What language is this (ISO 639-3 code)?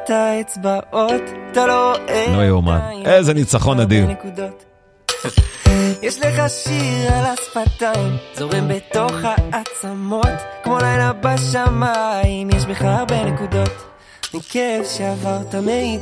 heb